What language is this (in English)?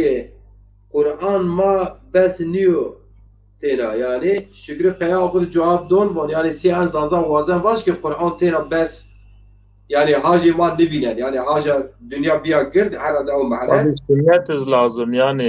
Zaza